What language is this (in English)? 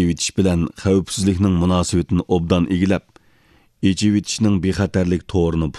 Uyghur